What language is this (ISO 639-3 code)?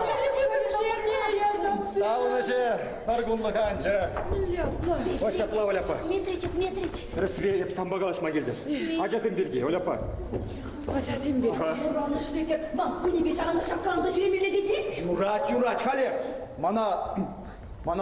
chv